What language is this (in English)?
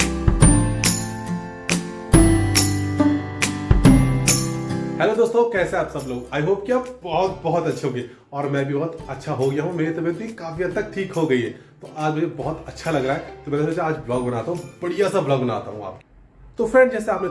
Hindi